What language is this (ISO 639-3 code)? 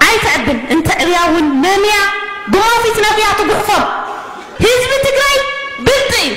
tir